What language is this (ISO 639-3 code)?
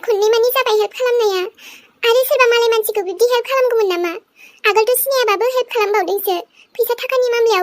brx